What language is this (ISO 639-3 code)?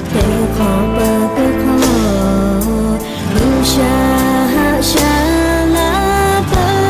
lhu